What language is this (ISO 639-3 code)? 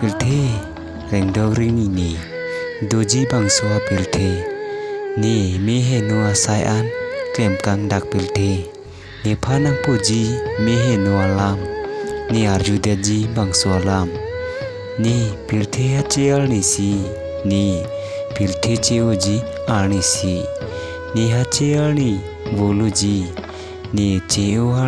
mjw